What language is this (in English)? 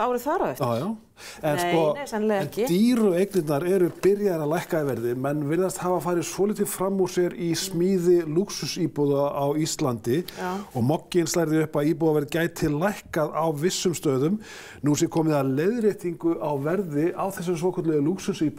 Icelandic